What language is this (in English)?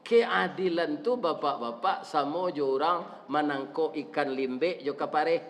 Minangkabau